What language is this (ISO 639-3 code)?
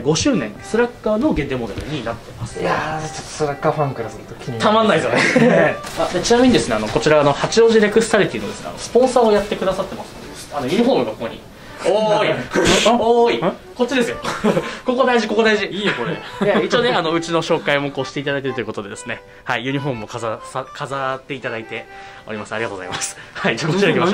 jpn